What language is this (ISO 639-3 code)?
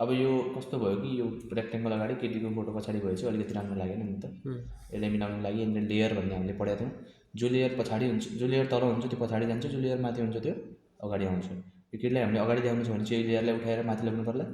nep